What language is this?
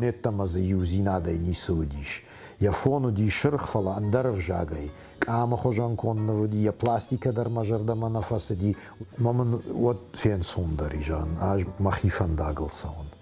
Ossetic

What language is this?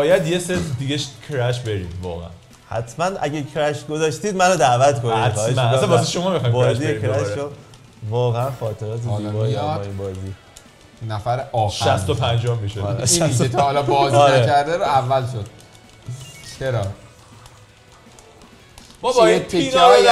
Persian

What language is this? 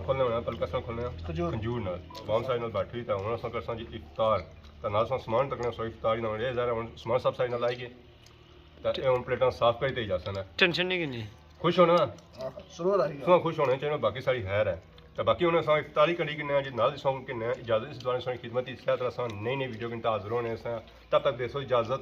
Pahari-Potwari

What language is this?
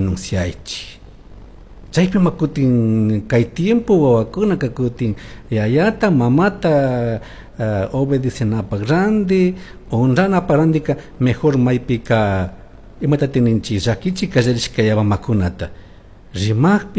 Chimborazo Highland Quichua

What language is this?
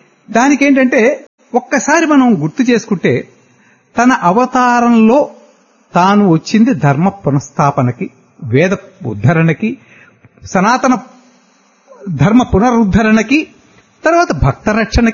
Telugu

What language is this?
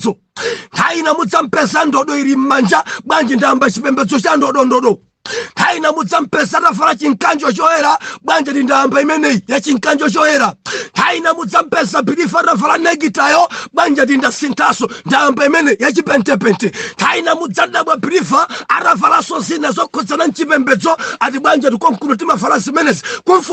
Nyanja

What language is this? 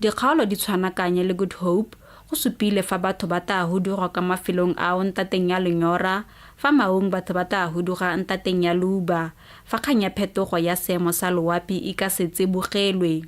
Tswana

